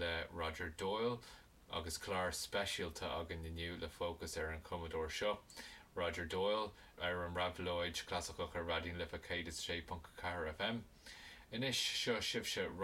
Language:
Irish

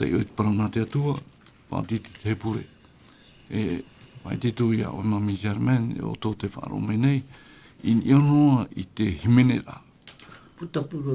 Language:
Tahitian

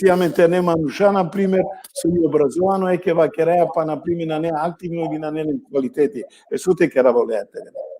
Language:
Balkan Romani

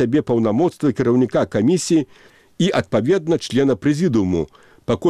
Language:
Belarusian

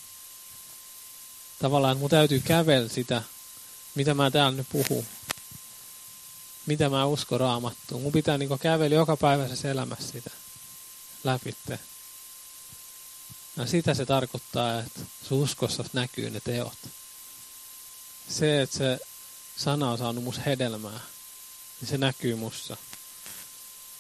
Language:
Finnish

